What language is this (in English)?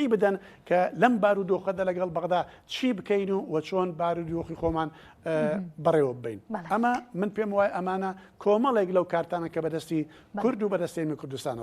Central Kurdish